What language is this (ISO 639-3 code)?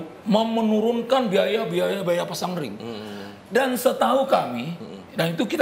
ind